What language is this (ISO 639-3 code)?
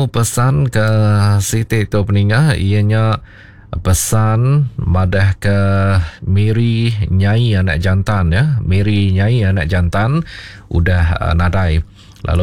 iba